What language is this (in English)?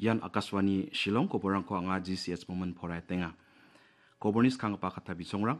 Garo